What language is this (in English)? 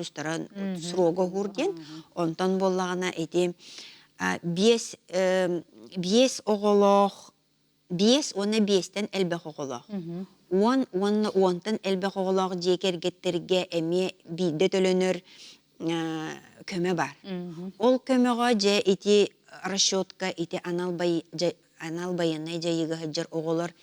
Yakut